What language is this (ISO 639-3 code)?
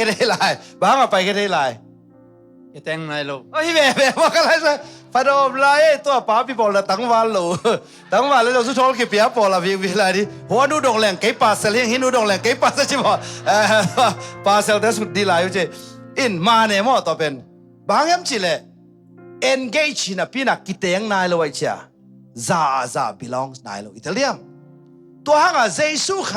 ctd